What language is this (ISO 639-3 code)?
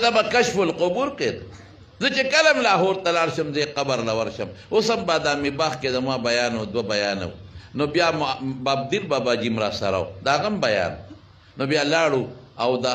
pus